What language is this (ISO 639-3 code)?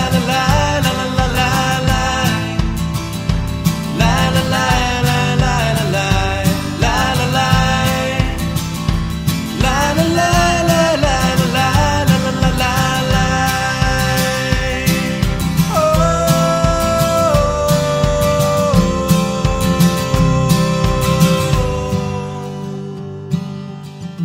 eng